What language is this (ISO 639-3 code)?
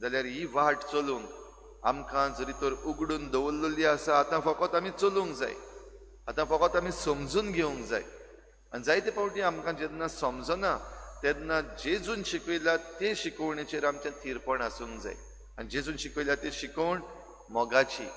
kok